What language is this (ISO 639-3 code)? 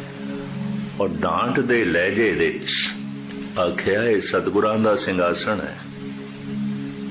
pan